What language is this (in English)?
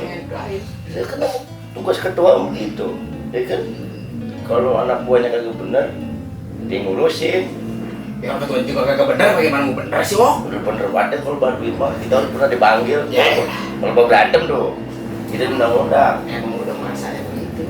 Betawi